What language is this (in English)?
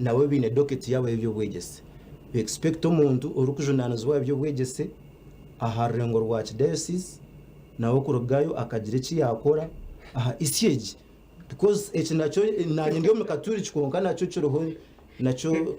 Nyankole